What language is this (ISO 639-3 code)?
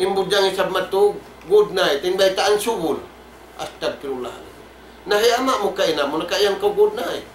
tsg